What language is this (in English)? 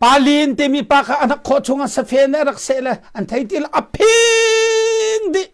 Hakha Chin